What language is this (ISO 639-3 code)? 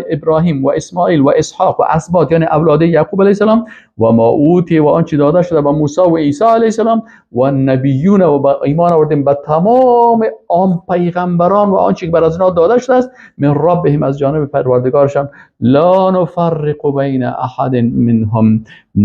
fas